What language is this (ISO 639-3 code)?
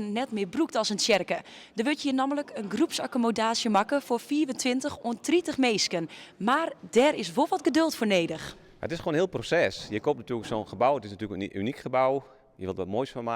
fry